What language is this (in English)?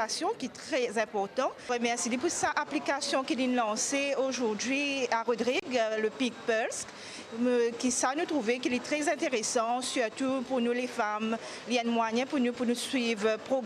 Morisyen